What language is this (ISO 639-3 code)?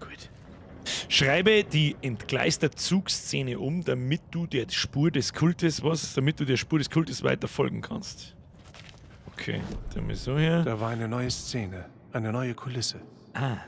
bar